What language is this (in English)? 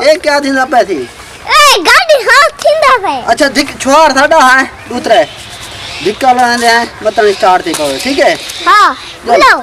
Saraiki